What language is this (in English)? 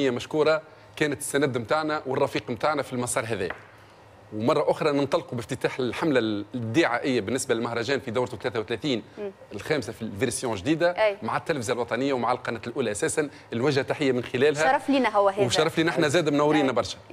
Tunisian Arabic